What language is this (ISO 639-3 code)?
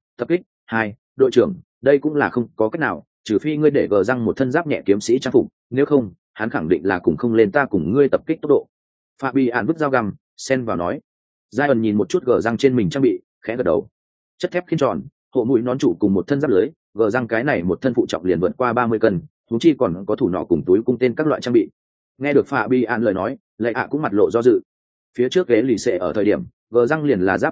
vie